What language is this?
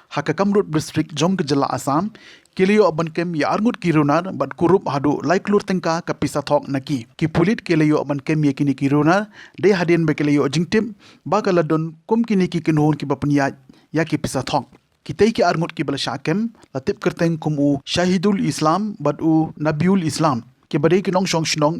Khasi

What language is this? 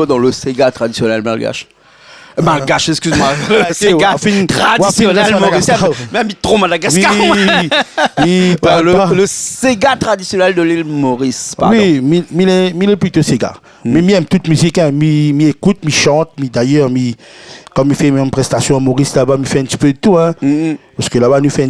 Réunion Creole French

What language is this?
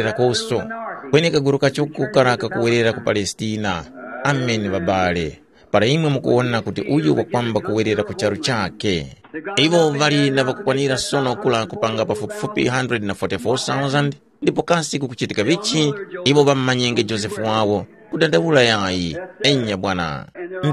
Tumbuka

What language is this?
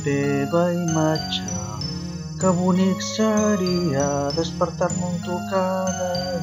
Catalan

